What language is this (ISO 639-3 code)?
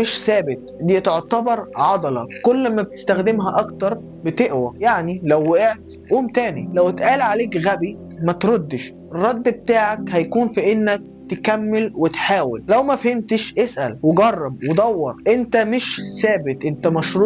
arz